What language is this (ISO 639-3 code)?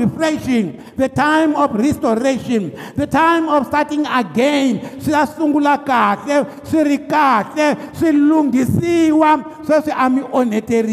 tso